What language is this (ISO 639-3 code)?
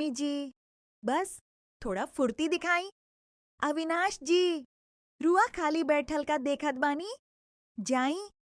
bho